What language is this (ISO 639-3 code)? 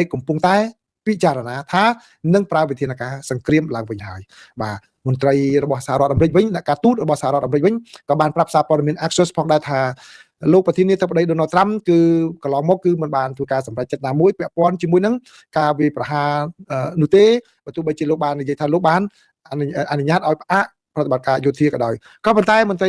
khm